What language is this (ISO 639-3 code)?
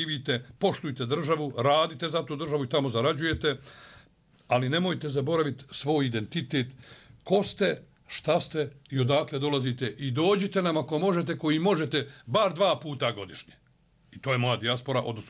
bos